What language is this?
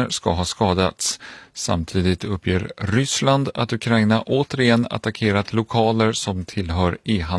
Swedish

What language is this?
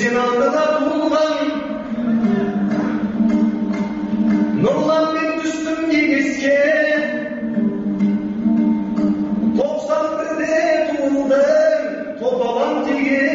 Kazakh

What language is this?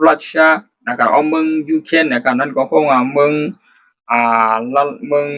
Shan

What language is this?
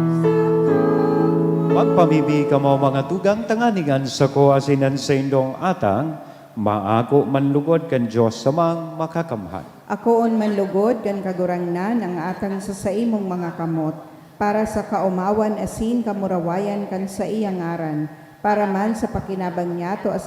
Bikol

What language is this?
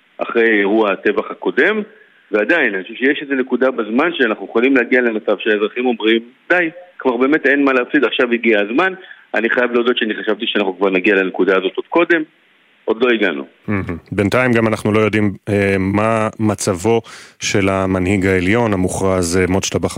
Hebrew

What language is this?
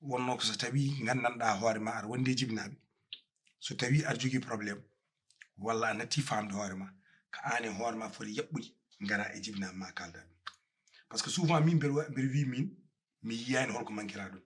Fula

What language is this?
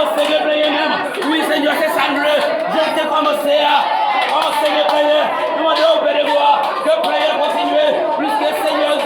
Haitian Creole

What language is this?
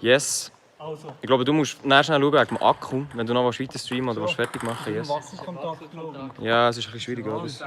Swiss German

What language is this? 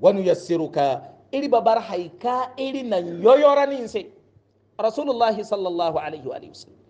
Hausa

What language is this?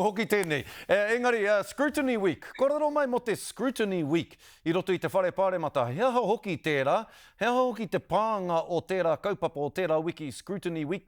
Māori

